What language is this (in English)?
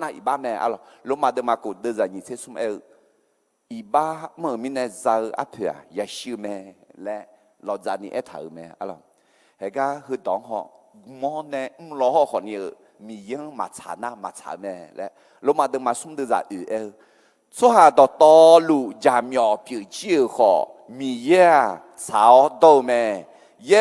Akha